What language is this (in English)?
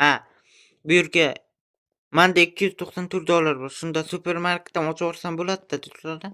Uzbek